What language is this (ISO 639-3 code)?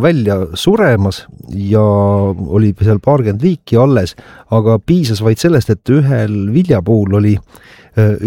est